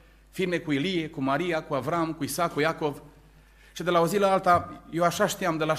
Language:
Romanian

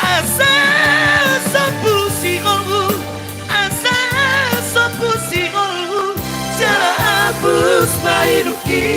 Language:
Batak Toba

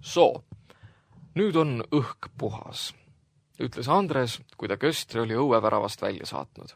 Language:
Estonian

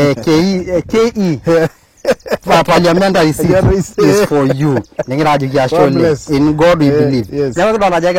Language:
Masai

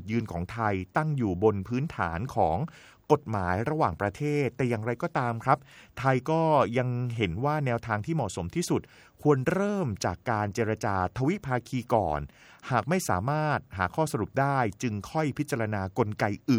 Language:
Thai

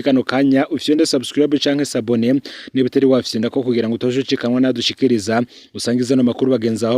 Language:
Rundi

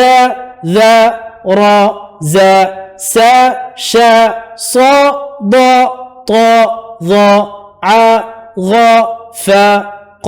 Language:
Divehi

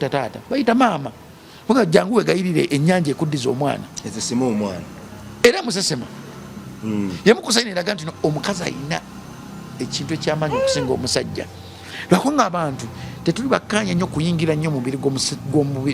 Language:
Ganda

